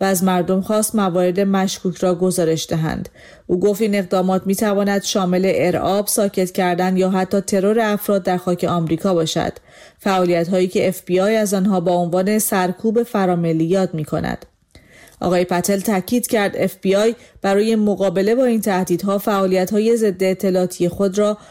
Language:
Persian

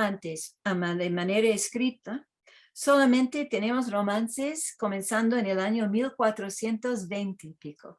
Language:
Ladino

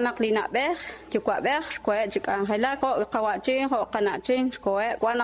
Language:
Kekchí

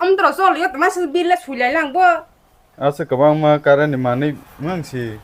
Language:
Kok Borok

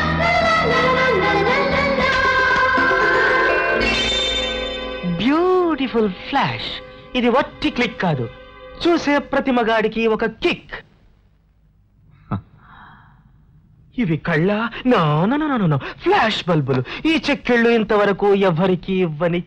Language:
Telugu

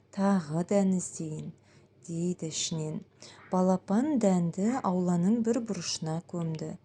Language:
Kazakh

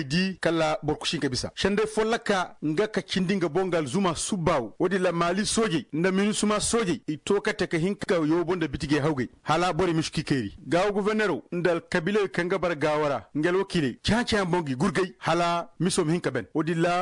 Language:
Koyraboro Senni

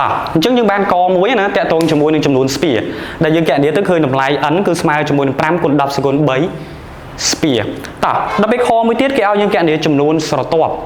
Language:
Khmer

